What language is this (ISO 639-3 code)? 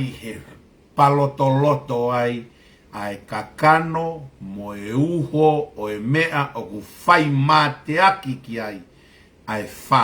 ton